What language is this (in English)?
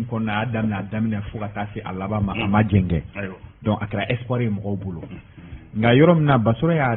Bambara